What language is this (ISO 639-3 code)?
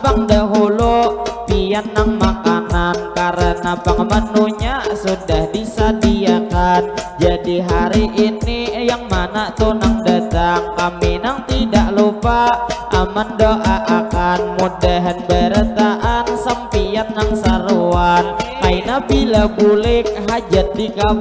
bjn